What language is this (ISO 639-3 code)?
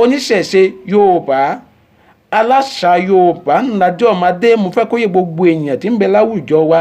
yor